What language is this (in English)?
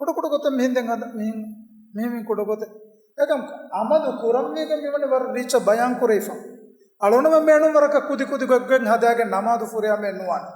Divehi